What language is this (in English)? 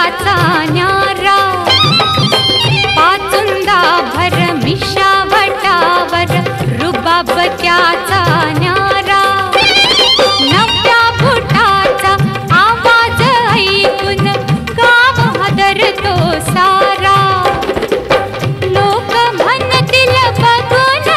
Marathi